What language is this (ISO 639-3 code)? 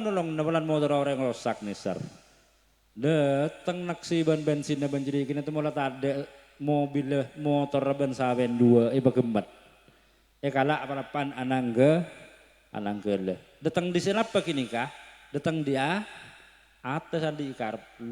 mad